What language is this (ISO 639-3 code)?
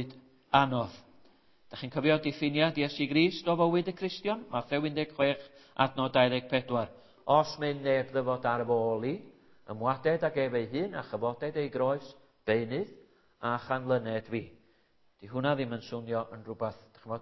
cym